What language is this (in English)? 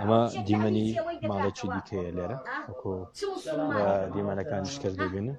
Central Kurdish